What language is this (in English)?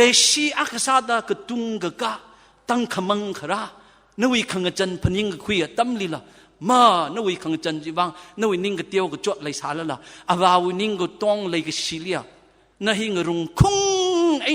Tangkhul Naga (India)